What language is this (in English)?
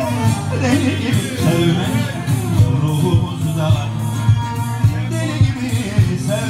Turkish